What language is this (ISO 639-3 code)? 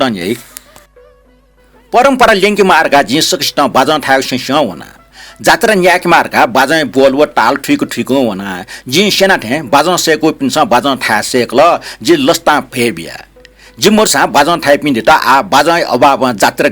new